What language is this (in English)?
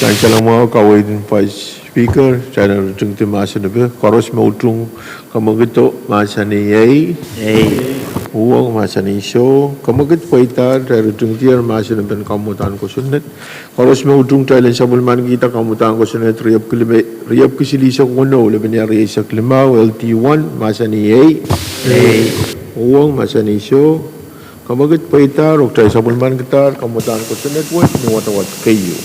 Pohnpeian